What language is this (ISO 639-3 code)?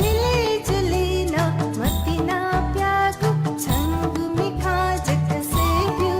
new